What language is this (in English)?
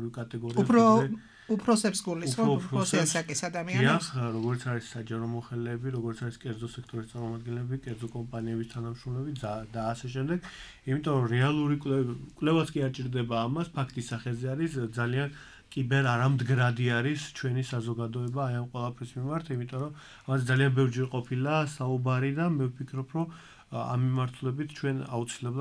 Georgian